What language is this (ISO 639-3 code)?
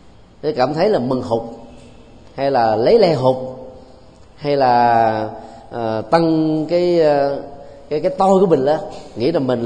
vie